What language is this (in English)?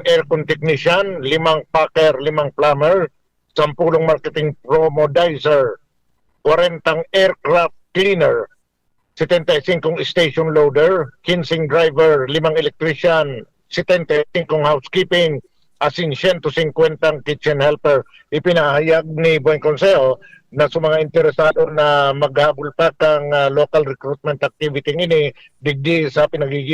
Bikol